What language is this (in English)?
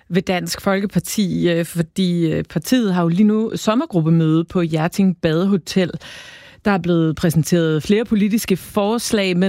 Danish